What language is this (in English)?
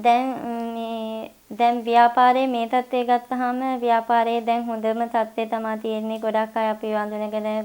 Sinhala